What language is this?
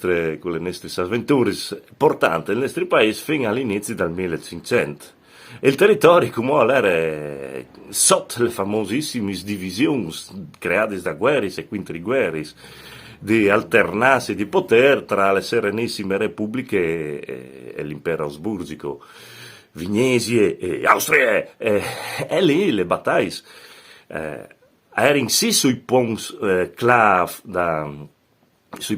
Friulian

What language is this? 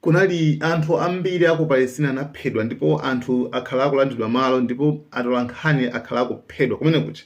Nyanja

